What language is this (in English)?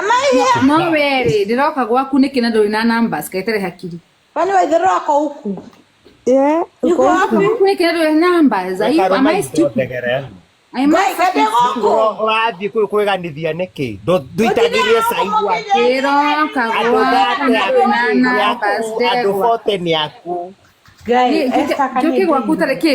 Kikuyu